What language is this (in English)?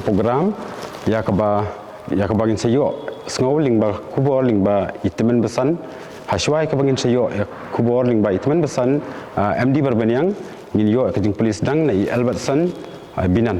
Khasi